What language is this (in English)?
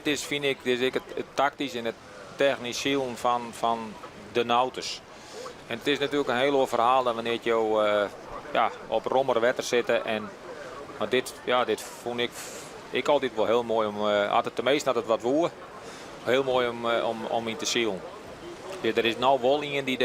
Western Frisian